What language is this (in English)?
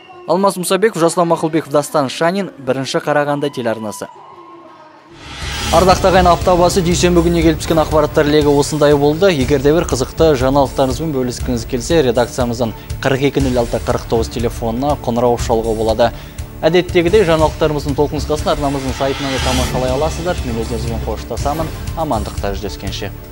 Kazakh